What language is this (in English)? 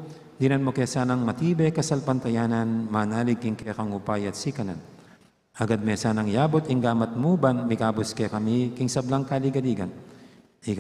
Pampanga